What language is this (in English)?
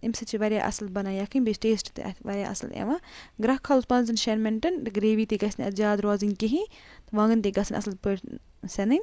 Kashmiri